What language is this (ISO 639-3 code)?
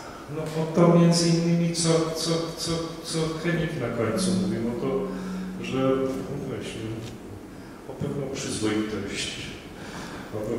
pol